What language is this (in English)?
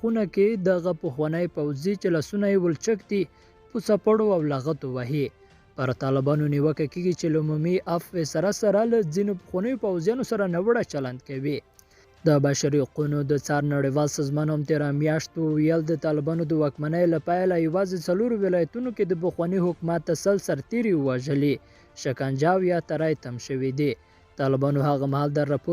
Pashto